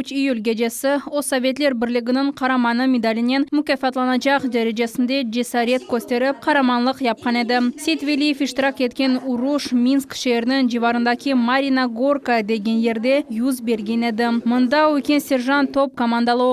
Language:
Crimean Tatar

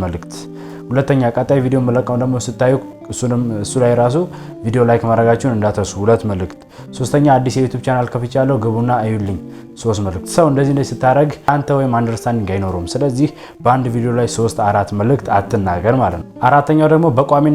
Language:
Amharic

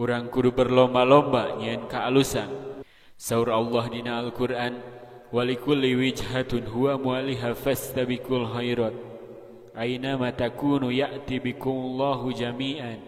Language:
Sundanese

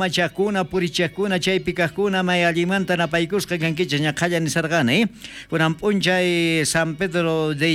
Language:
South Bolivian Quechua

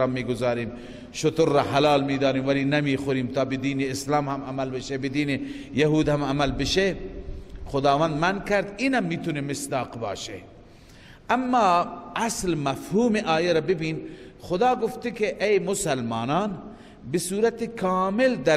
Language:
Persian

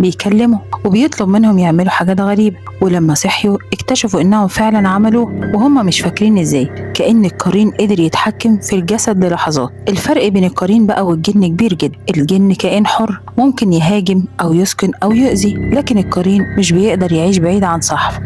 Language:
Egyptian Arabic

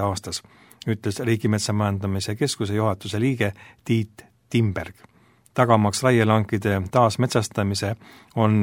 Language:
Estonian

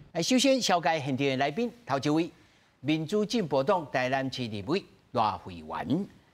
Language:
Min Nan Chinese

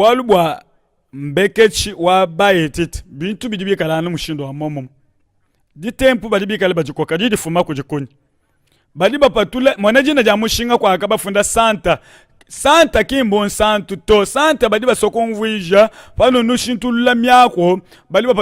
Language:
Luba-Lulua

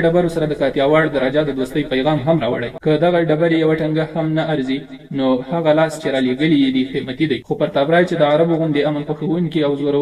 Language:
Pashto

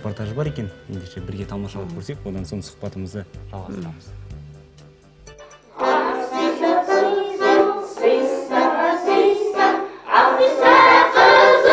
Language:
Kazakh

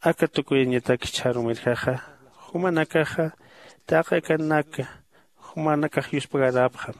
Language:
Aymara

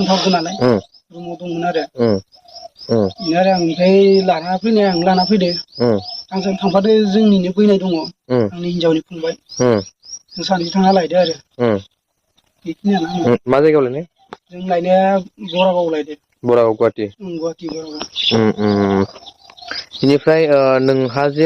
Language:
Bodo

